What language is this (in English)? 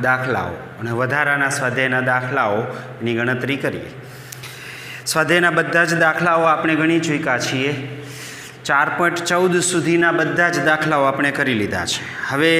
Gujarati